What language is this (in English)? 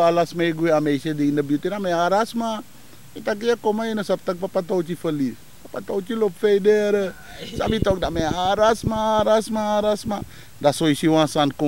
Sranan Tongo